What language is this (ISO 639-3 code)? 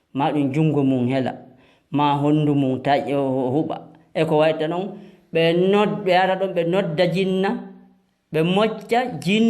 ful